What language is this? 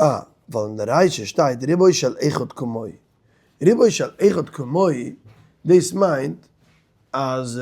Yiddish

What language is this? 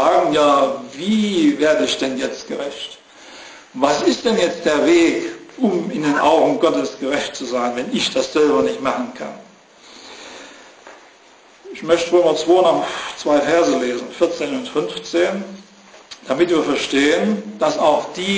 German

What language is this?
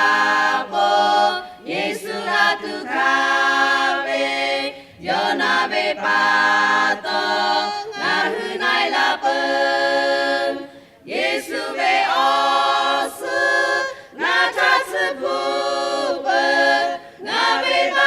Lahu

